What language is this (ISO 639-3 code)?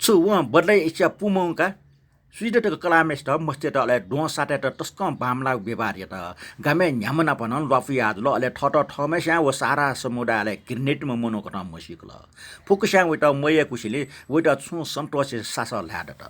new